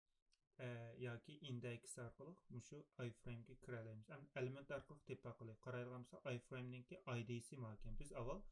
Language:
Uyghur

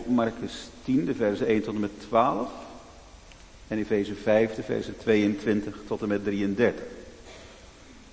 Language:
Dutch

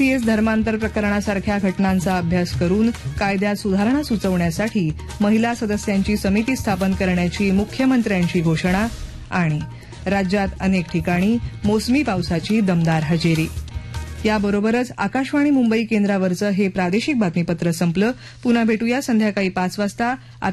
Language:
Marathi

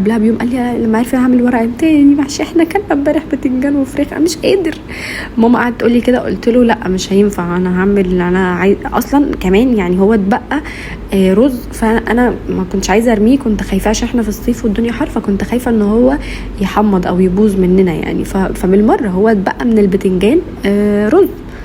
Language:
Egyptian Arabic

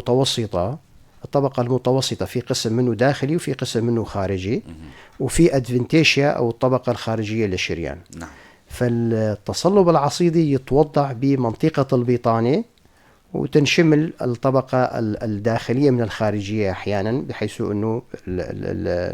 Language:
North Levantine Arabic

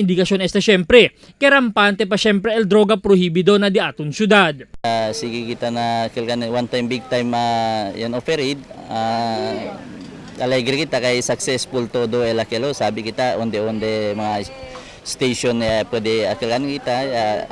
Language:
Chavacano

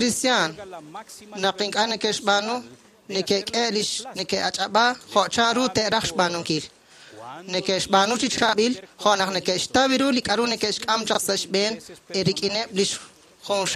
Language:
Kekchí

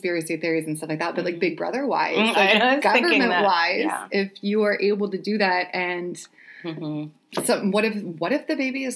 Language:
English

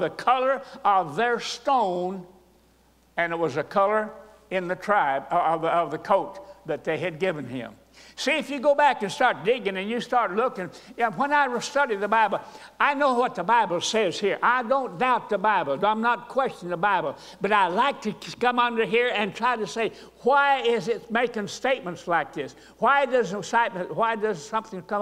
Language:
English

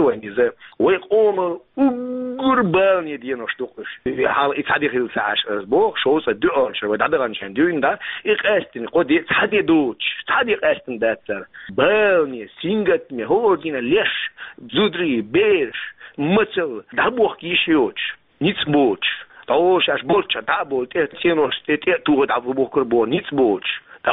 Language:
Chechen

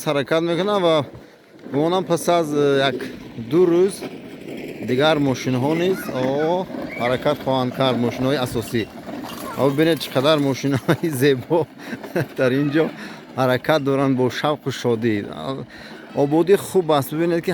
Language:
Tajik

